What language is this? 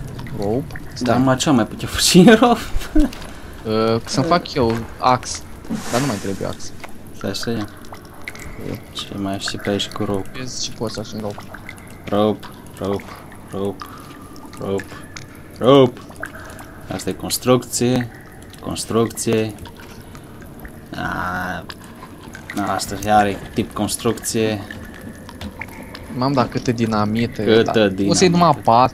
Romanian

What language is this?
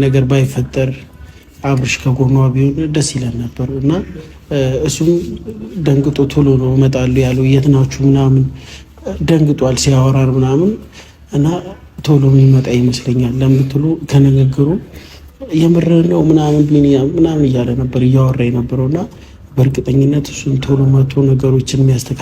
Amharic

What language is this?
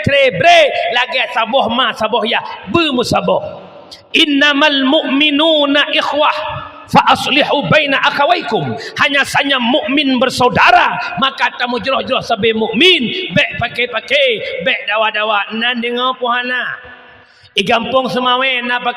Achinese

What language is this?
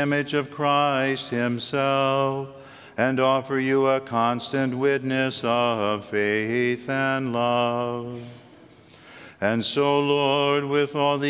English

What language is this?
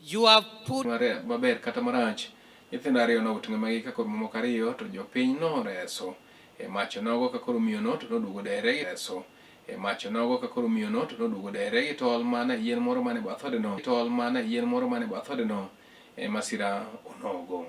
Luo (Kenya and Tanzania)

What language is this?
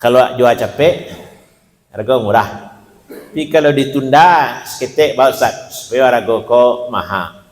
Minangkabau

